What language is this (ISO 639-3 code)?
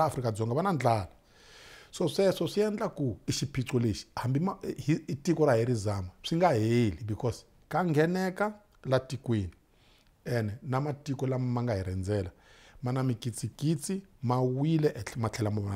tso